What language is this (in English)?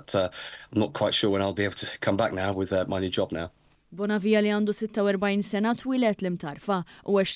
Maltese